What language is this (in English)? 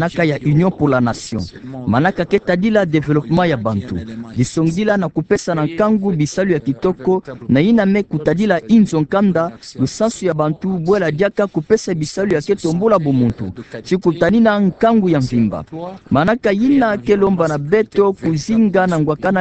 Kituba (Democratic Republic of Congo)